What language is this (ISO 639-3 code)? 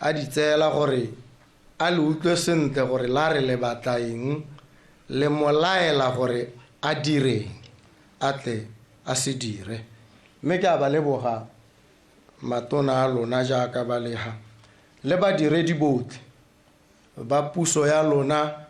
tsn